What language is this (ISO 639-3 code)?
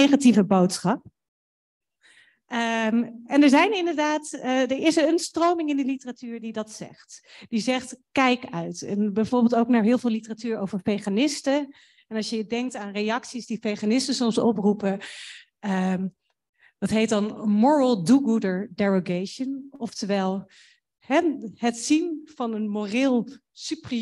nld